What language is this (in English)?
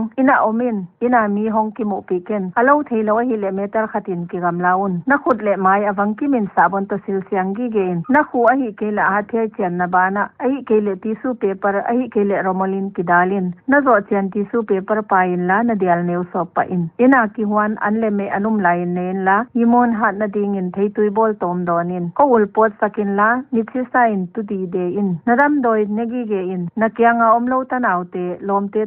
Paite Chin